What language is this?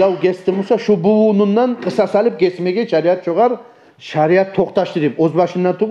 Kumyk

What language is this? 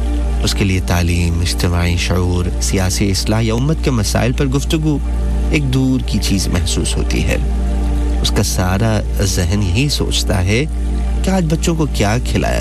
Urdu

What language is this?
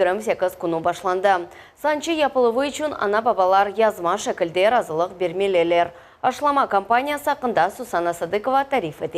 Crimean Tatar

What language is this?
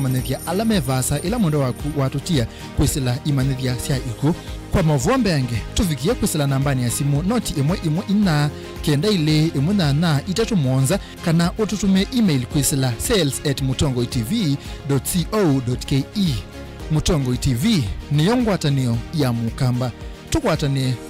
Kamba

